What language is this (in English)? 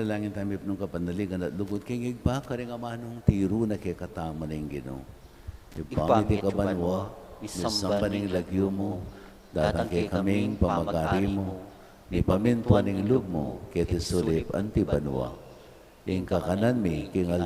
Pampanga